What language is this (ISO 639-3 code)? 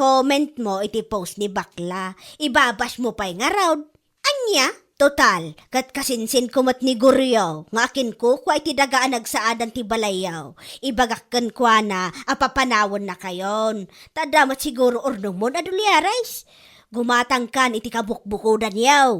ilo